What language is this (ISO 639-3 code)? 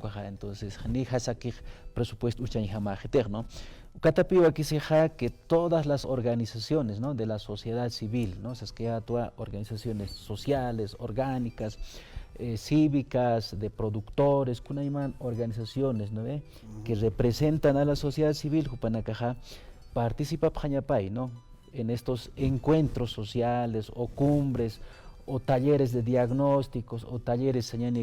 aym